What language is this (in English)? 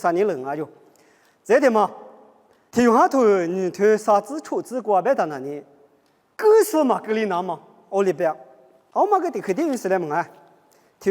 Lisu